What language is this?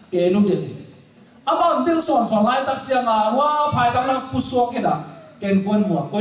Tedim Chin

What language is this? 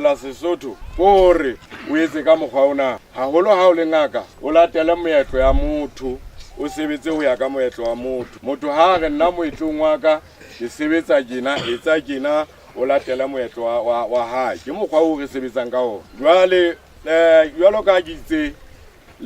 Southern Sotho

